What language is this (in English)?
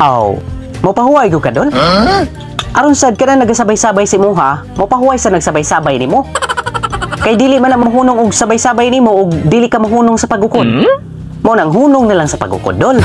Cebuano